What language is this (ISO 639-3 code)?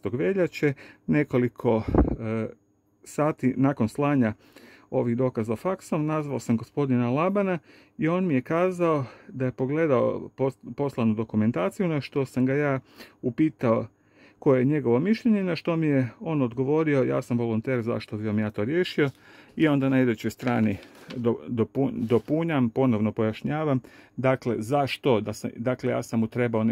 hrv